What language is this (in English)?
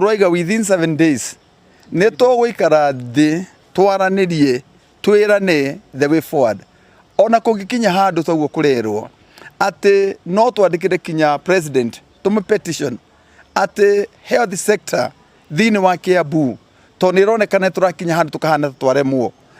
Kikuyu